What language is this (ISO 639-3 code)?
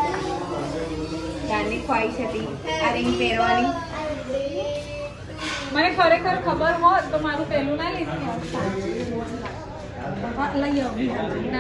guj